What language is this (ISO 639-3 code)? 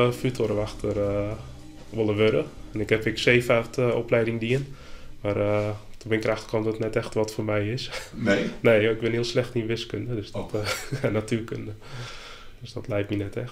fry